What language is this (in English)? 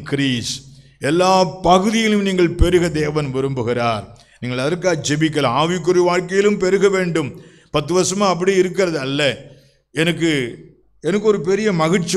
Tamil